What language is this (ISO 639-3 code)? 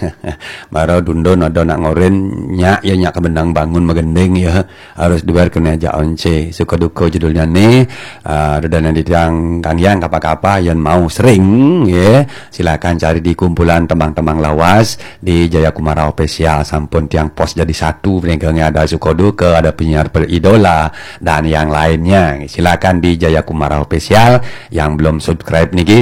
ban